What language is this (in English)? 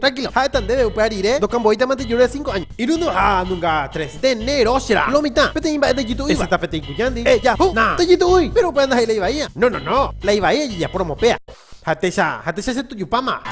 Guarani